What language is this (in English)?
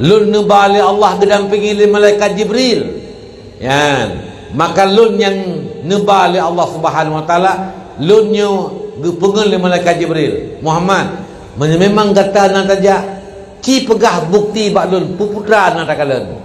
Achinese